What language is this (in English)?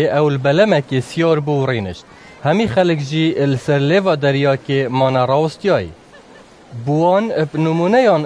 Kurdish